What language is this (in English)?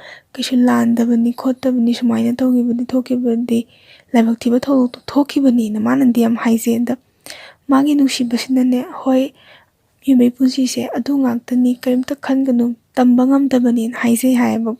Manipuri